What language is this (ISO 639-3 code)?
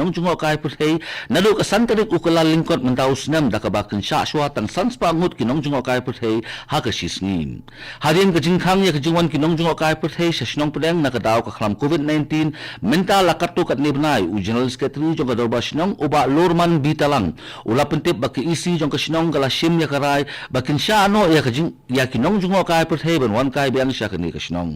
kha